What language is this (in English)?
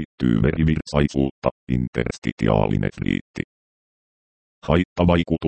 Finnish